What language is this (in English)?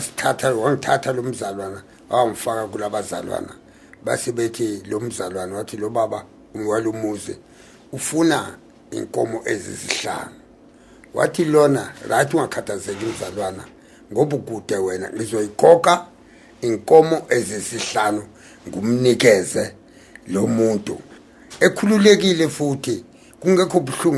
Zulu